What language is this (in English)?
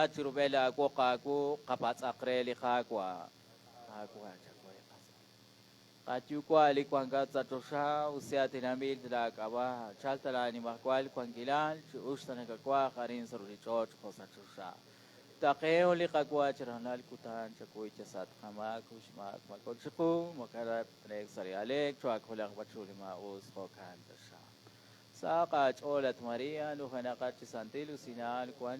Kekchí